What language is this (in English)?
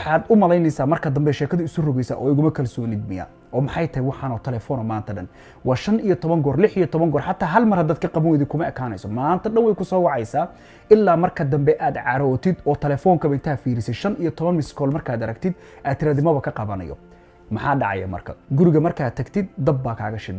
Somali